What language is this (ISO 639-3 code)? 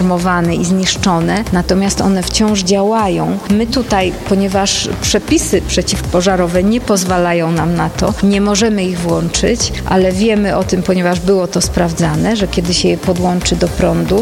pol